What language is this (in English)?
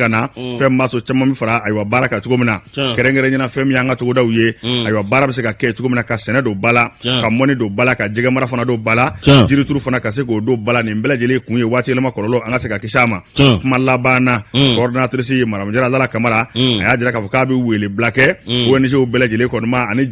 Bambara